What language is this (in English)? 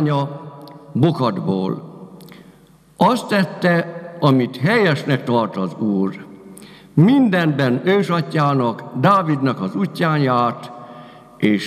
Hungarian